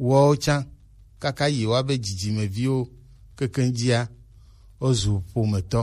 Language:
Gen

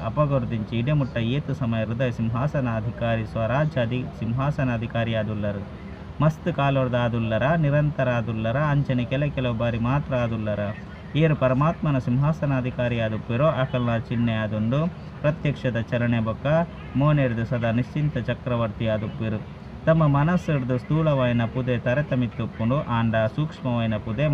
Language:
Tulu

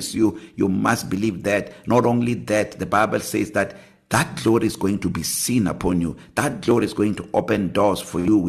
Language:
English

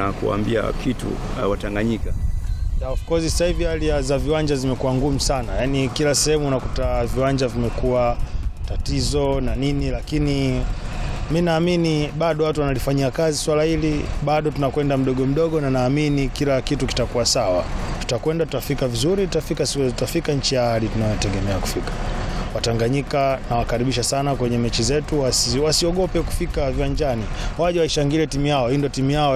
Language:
Swahili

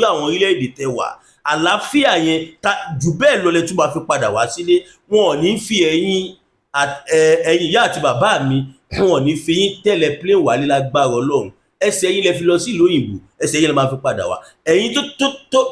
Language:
Yoruba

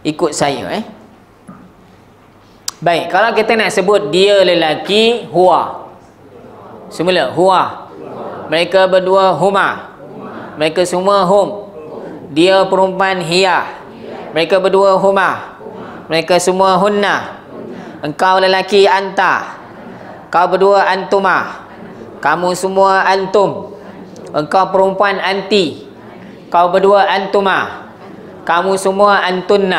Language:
Malay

